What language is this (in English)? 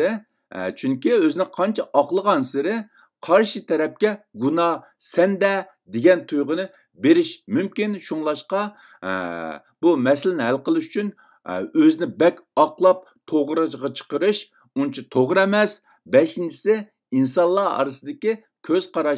Uyghur